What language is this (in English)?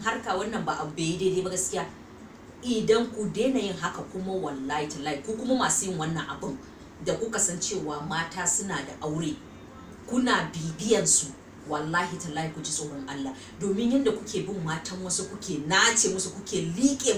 Hausa